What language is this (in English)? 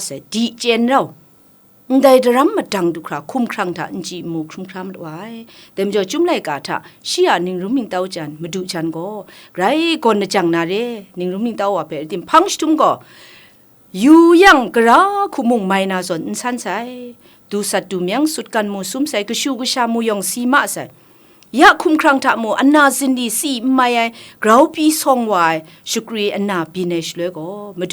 Kachin